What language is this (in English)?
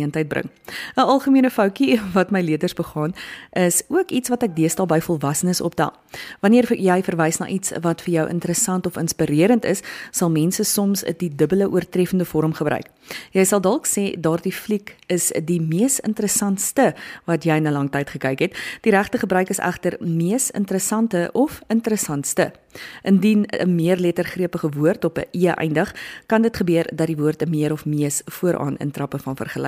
Afrikaans